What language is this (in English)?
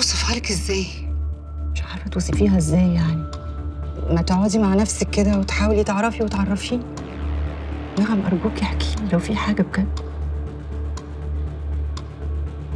Egyptian Arabic